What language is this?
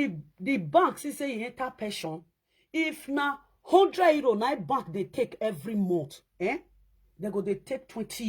Nigerian Pidgin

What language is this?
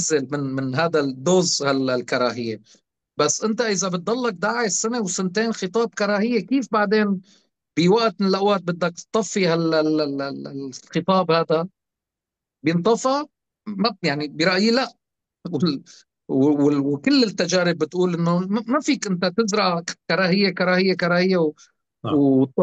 North Levantine Arabic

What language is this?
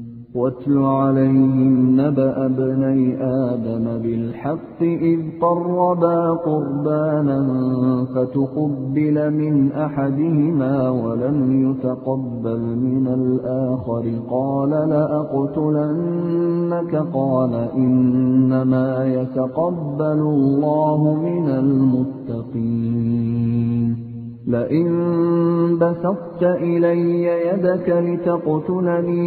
Arabic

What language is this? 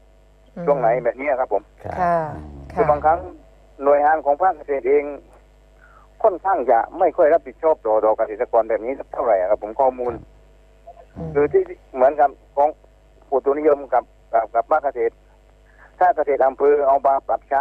Thai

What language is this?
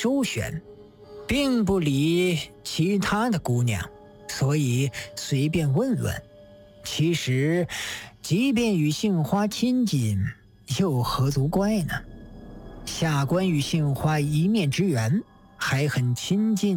Chinese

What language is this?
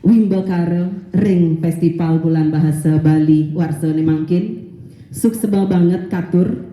Balinese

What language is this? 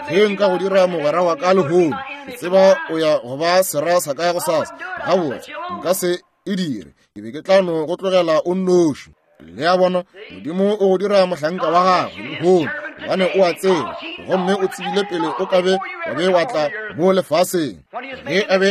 Northern Sotho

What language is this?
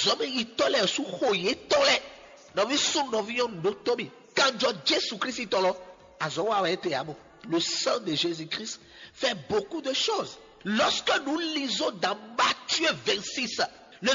Fon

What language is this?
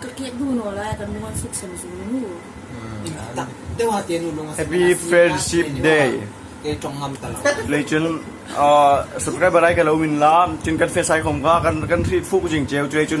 Hmar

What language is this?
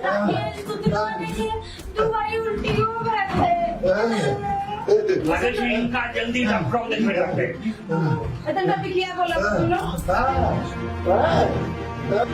Angika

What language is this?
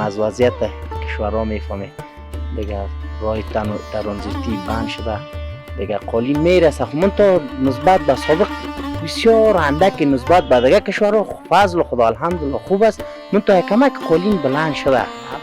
Persian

